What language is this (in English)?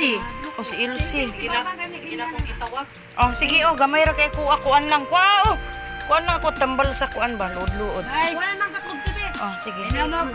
Cebuano